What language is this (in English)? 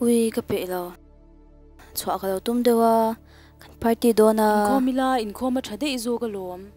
Mizo